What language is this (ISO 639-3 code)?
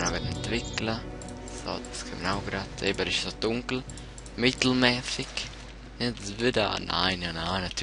gsw